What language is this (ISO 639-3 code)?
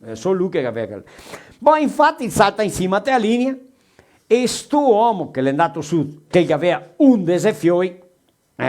vec